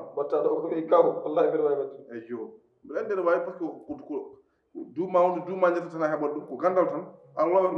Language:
Fula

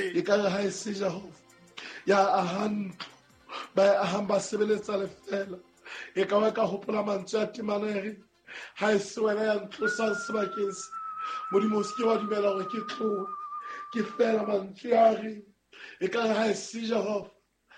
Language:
Southern Sotho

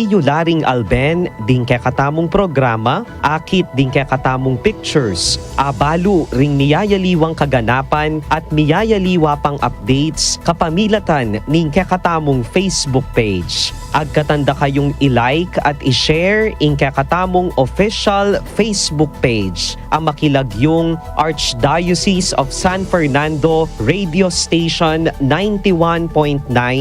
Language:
Pampanga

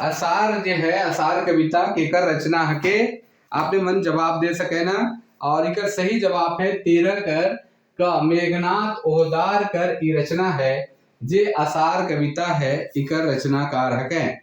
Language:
Sadri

